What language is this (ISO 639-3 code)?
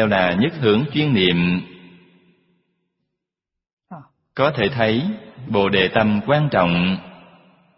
vie